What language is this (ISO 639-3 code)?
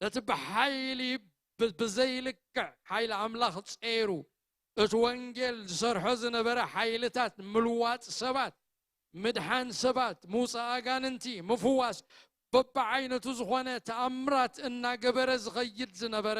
tir